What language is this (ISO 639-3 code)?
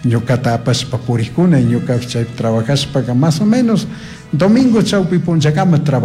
qug